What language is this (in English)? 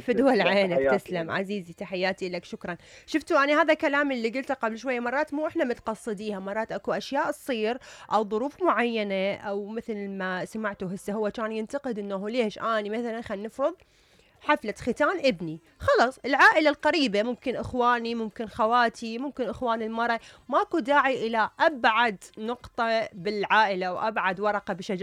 Mesopotamian Arabic